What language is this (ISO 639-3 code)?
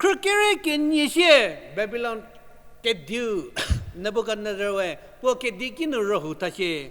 njm